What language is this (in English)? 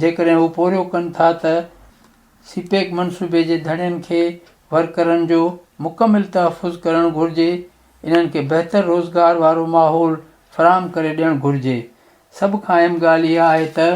Sindhi